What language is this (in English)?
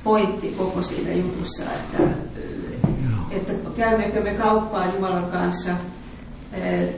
Finnish